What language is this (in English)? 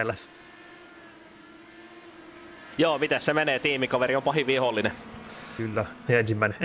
Finnish